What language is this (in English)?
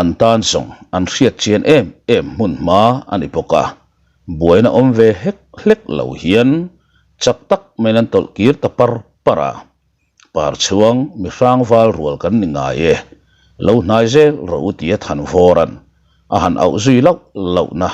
Mizo